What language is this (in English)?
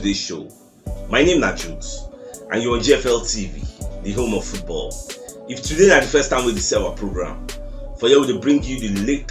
Nigerian Pidgin